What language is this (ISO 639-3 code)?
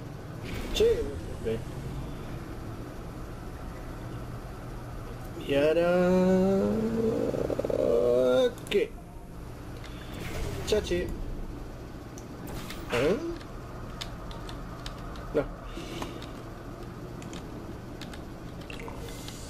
cat